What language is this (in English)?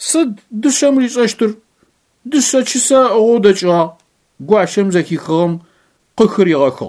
Adyghe